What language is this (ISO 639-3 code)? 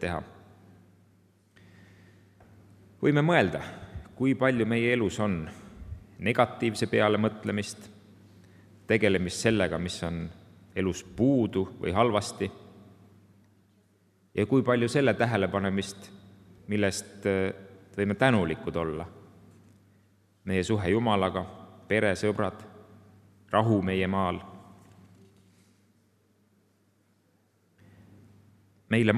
est